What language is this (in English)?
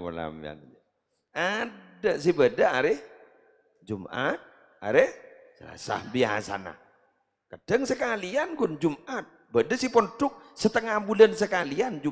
Madurese